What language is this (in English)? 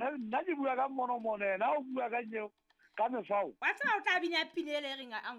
Southern Sotho